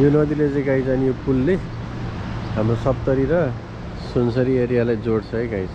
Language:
Nepali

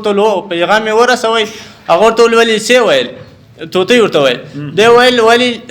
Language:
Pashto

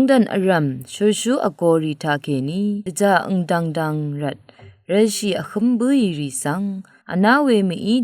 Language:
Rawang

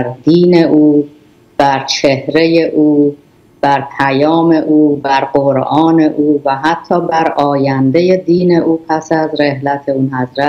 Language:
Persian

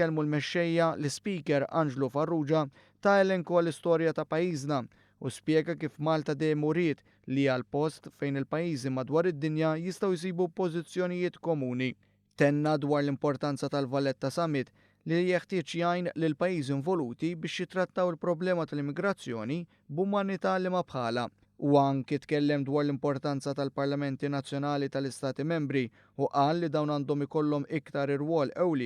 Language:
Maltese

